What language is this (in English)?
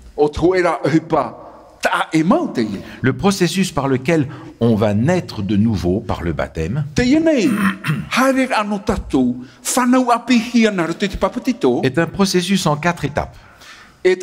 Tahitian